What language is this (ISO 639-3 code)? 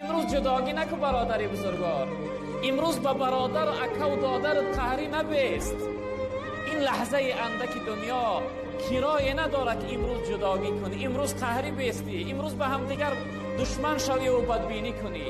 tgk